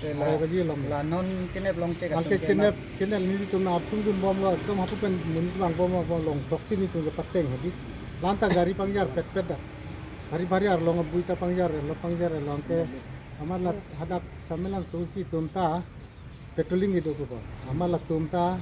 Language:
Karbi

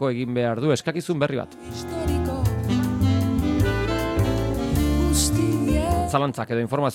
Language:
Basque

